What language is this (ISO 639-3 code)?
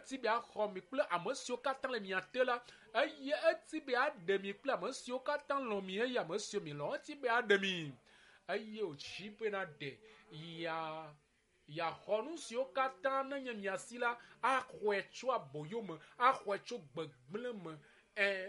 ewe